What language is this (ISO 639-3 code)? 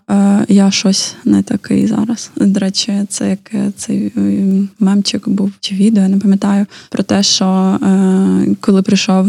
ukr